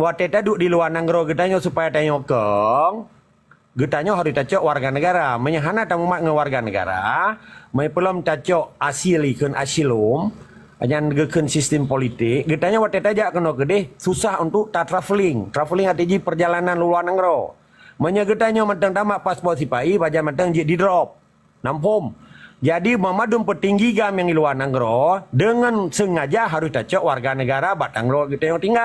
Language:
Achinese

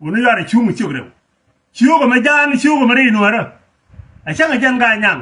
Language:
Nuer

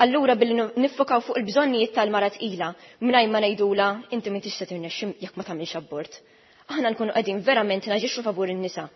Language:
Maltese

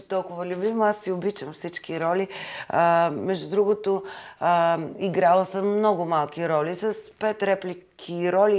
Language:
Bulgarian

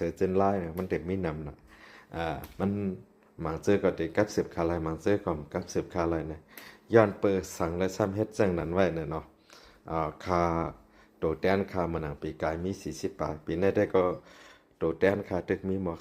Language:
Shan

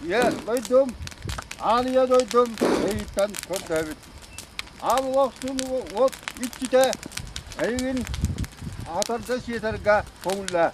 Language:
Yakut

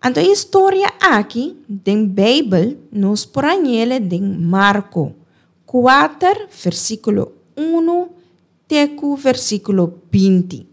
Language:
Papiamento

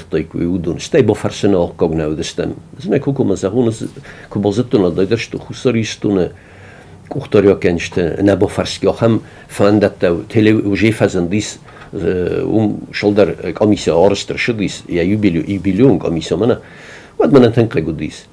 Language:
Ossetic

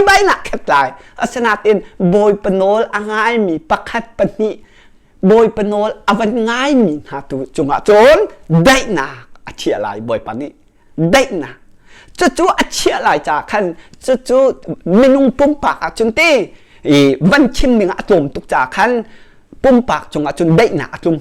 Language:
Hakha Chin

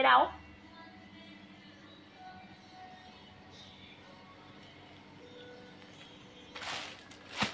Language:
Vietnamese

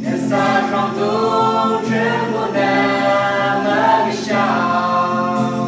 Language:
Yimchungru Naga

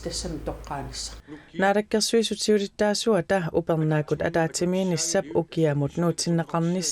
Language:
Kalaallisut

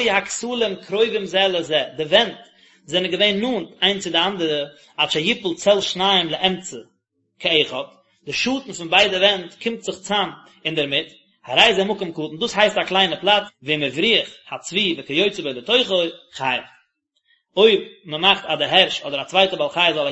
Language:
Yiddish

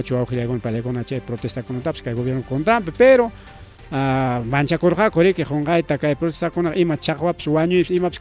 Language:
Ayacucho Quechua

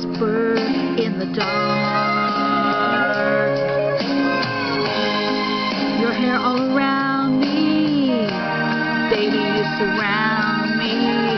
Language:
English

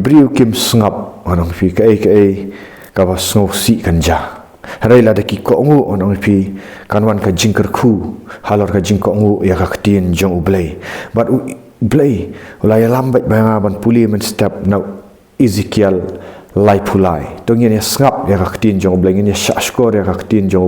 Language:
Khasi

